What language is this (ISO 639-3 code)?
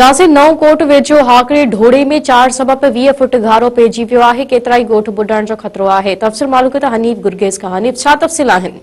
snd